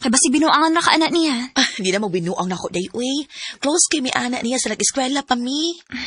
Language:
Cebuano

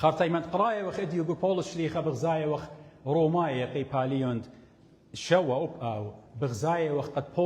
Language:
Assyrian Neo-Aramaic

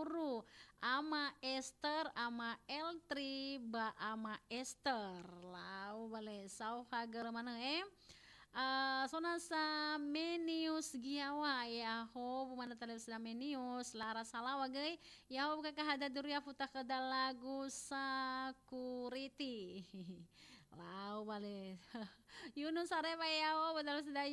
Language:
Nias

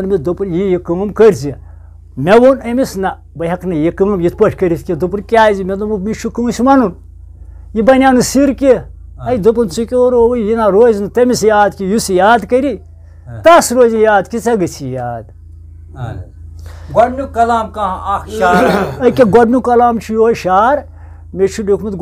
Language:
Kashmiri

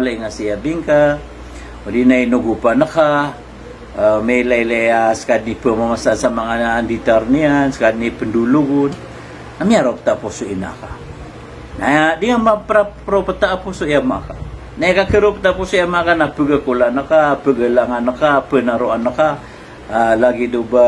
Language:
Maranao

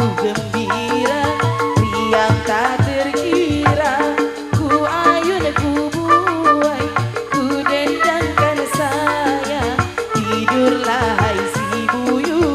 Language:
Betawi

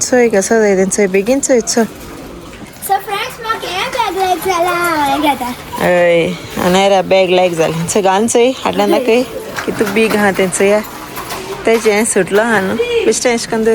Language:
Konkani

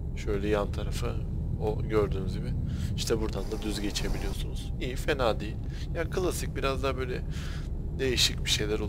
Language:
Turkish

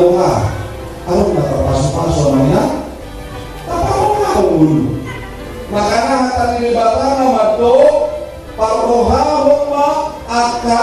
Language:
Batak Toba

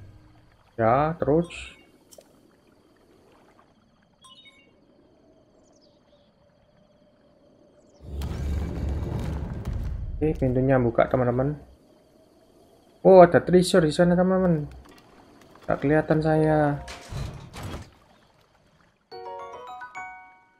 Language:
Indonesian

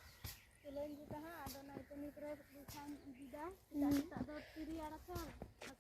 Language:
Santali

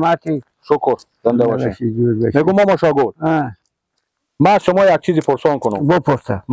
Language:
Persian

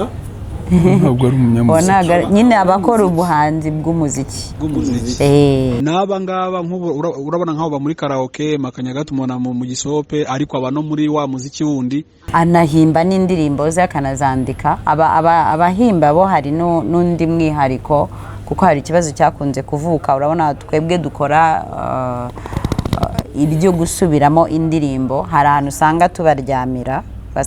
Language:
Kinyarwanda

